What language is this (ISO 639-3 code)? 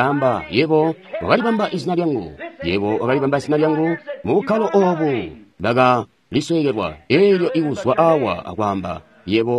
toi